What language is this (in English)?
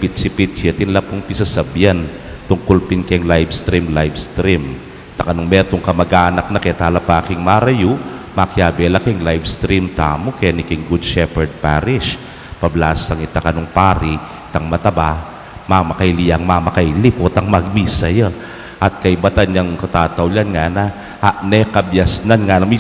Pampanga